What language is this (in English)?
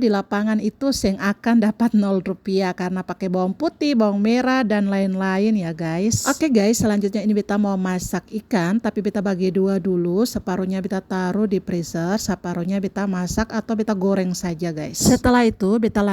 Ambonese Malay